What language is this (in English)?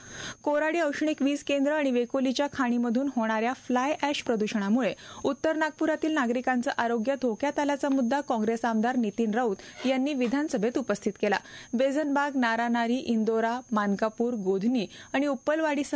Marathi